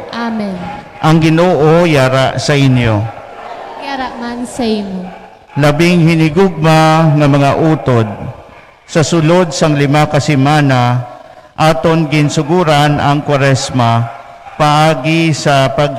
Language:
Hiligaynon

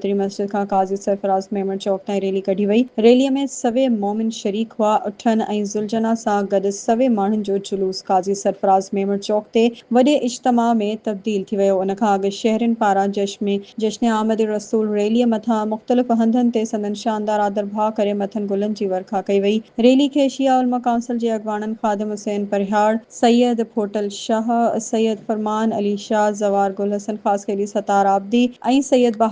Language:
Sindhi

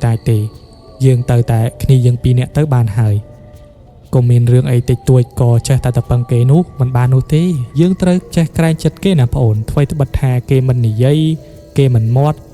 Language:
Khmer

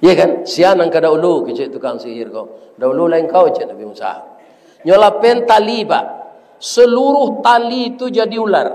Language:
Minangkabau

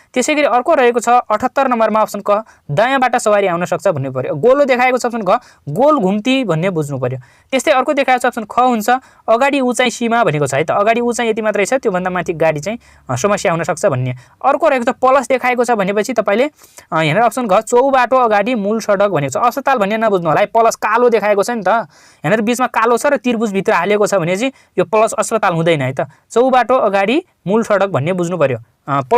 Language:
Nepali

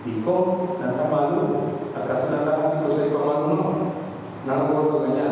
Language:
Papiamento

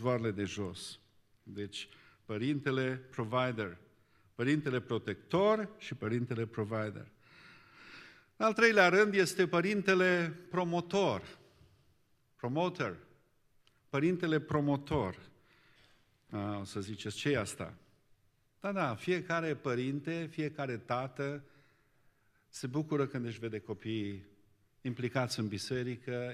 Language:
Romanian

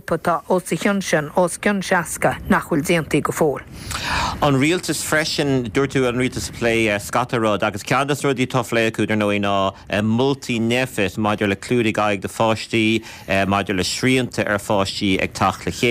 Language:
Irish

